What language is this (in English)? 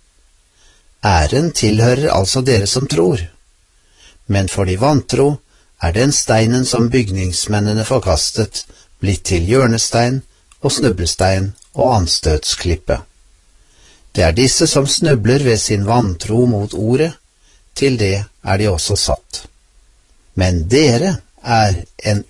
Norwegian